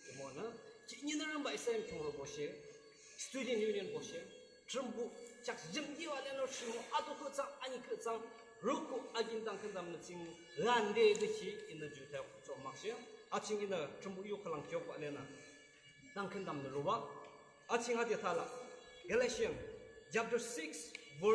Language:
Yimchungru Naga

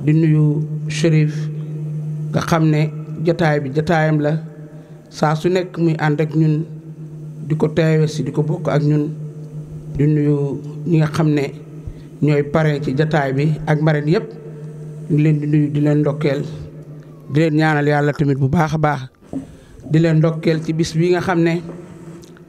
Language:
Wolof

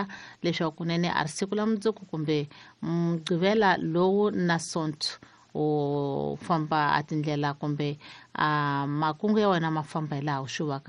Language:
Tsonga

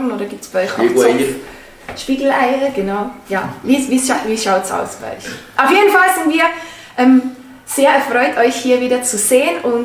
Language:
Swiss German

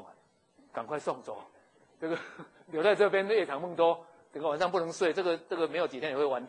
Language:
Chinese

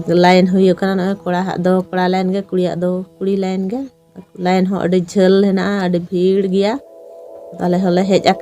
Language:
Santali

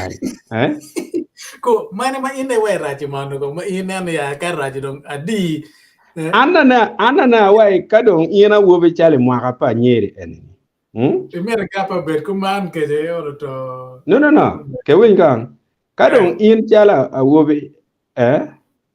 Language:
Acoli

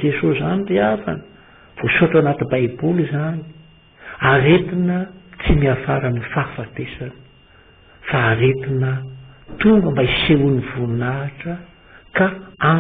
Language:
Malagasy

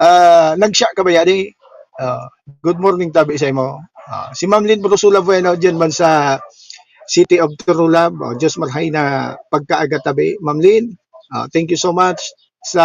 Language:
Bikol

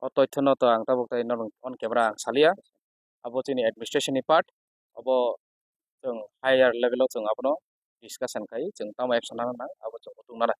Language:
Kok Borok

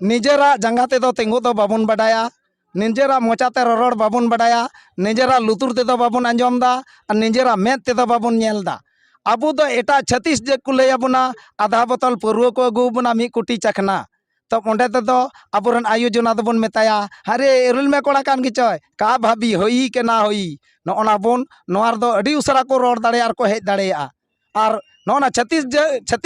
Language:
Santali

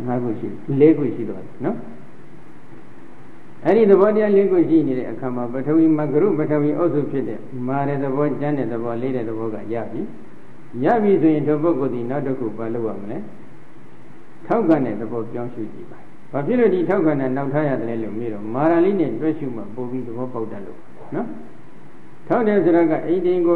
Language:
Burmese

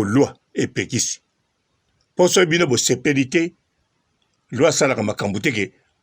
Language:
Lingala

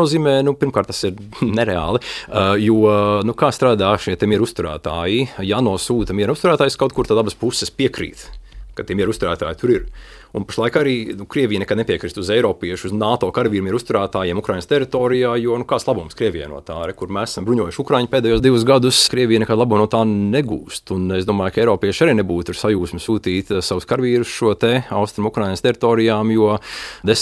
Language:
Latvian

